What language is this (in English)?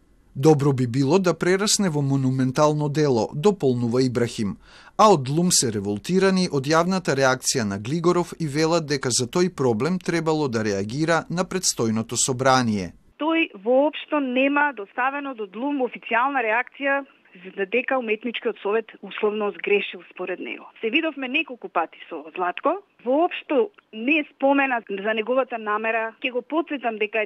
Macedonian